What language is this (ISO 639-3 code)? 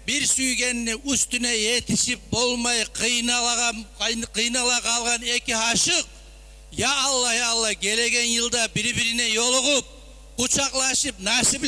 kum